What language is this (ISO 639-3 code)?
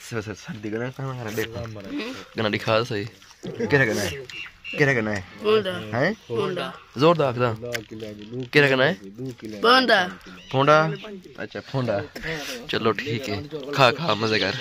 skr